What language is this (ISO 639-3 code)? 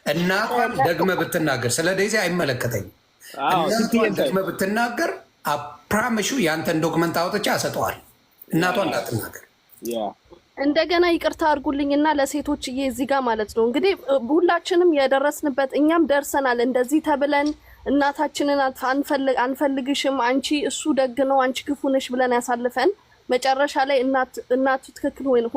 amh